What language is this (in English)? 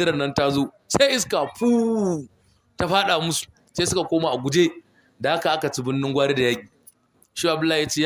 Hausa